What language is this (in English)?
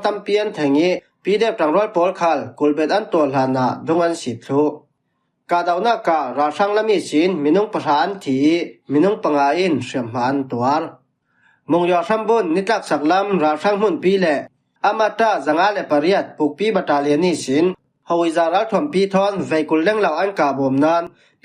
Falam Chin